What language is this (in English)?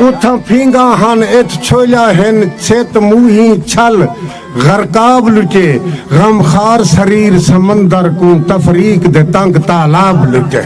Saraiki